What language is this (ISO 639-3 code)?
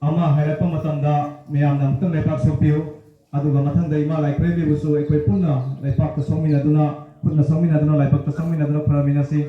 mni